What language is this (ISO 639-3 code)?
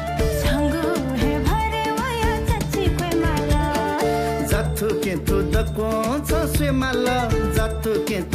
new